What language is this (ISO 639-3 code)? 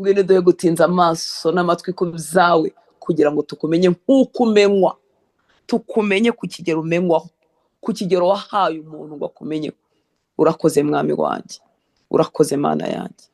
kin